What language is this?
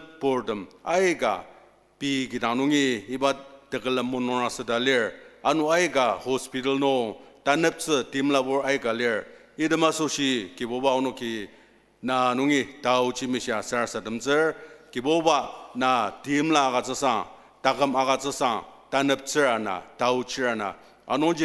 Ao Naga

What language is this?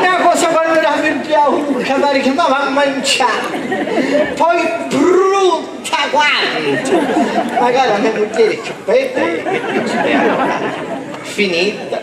Sicilian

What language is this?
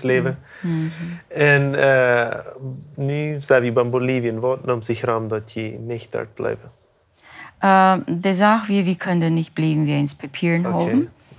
Plautdietsch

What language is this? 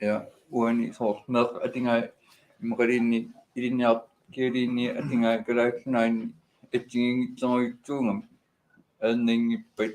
Kalaallisut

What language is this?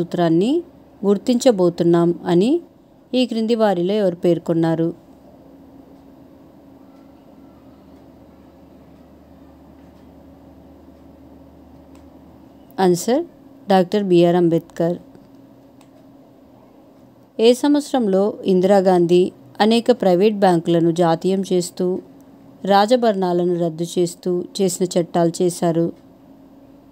Telugu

